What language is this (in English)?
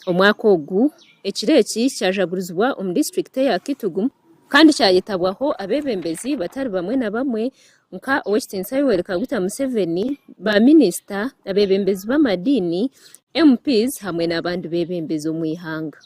Nyankole